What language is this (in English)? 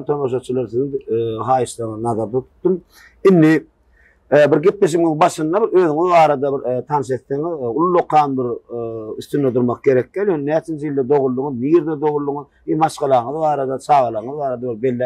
Turkmen